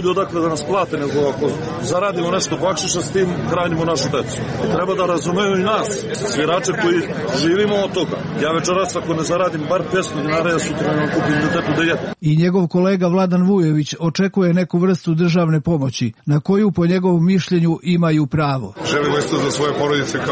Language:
Serbian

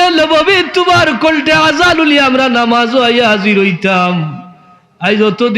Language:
Sylheti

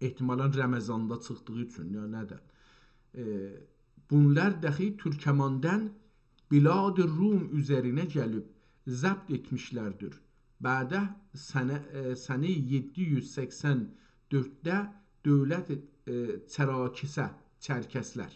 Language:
South Azerbaijani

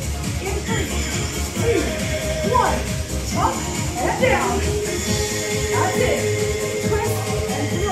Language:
English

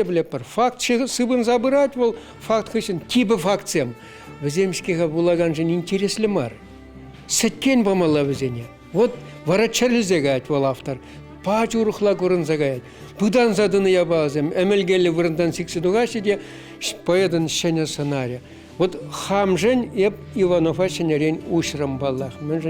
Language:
Chuvash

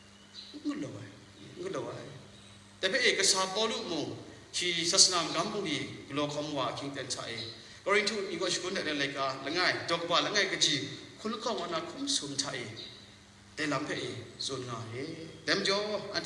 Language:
Kachin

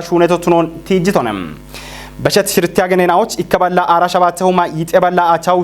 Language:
Kafa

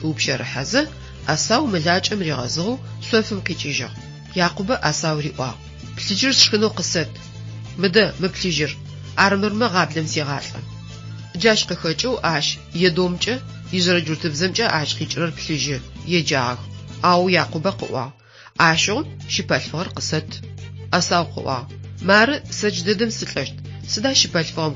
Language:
Adyghe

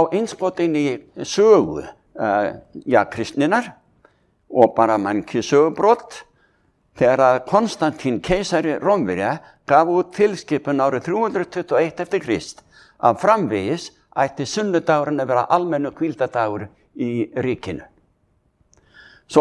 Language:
Icelandic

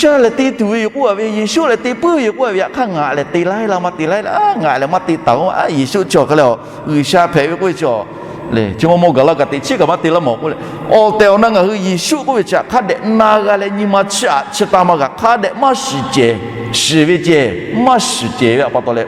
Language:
Lahu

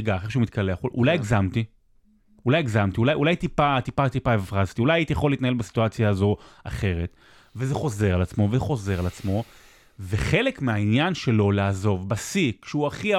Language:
Hebrew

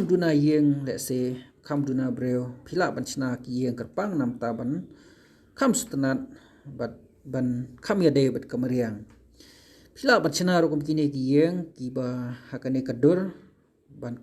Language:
Khasi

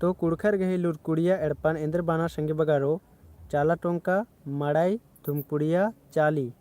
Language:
Kurukh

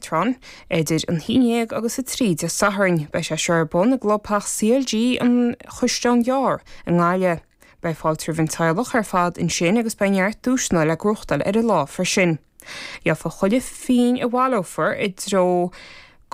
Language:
Irish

